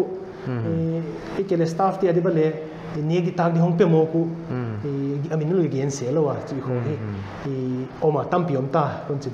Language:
Paite Chin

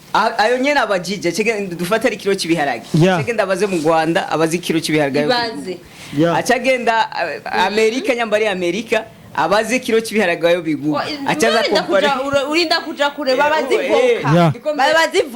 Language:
Rundi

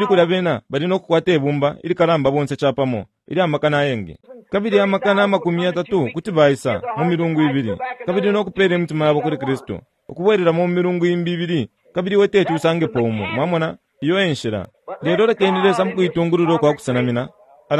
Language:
Bemba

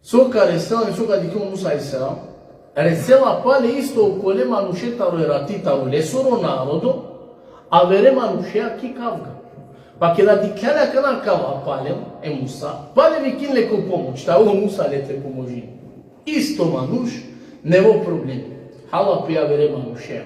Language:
Balkan Romani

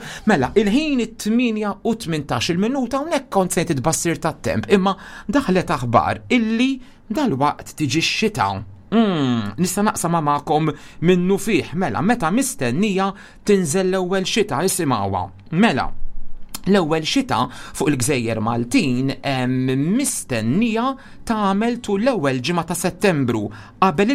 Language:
Maltese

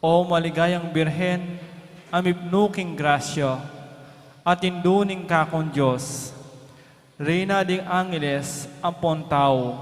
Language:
Pampanga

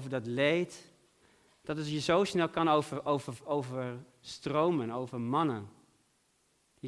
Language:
Dutch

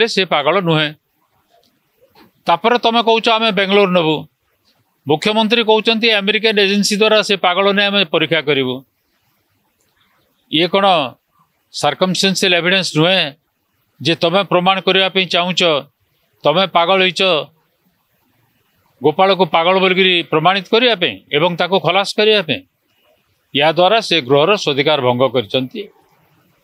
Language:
Odia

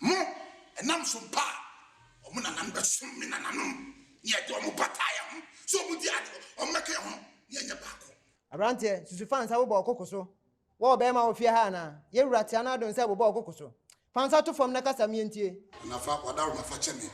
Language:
Akan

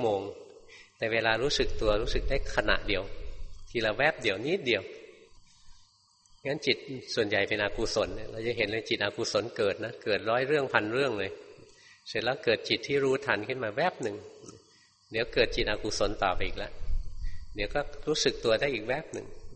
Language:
Thai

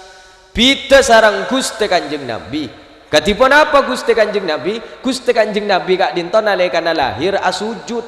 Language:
Madurese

